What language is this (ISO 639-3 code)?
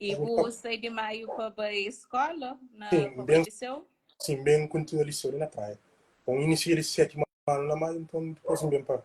kea